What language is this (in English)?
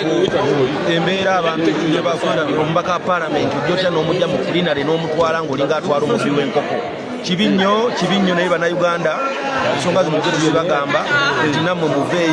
Ganda